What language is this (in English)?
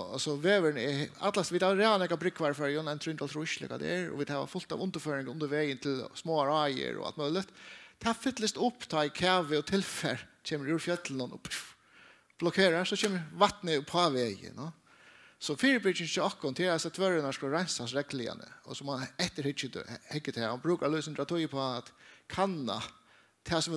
Faroese